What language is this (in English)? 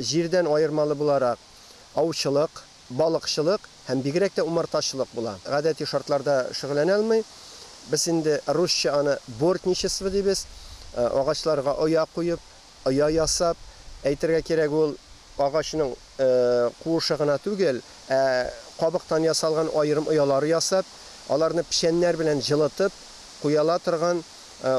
Tatar